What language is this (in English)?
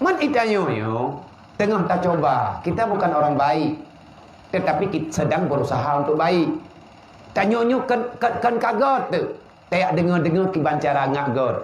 Achinese